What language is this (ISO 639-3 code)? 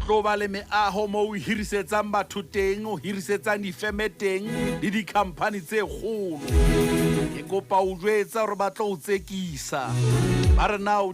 sot